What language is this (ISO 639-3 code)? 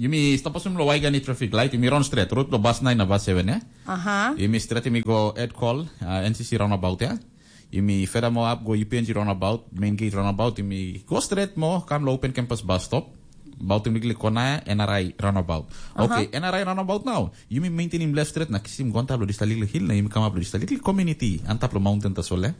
tpi